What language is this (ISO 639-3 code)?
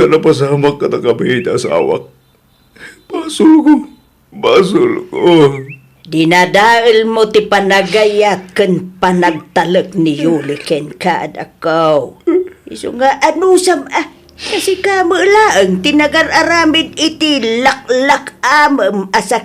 ilo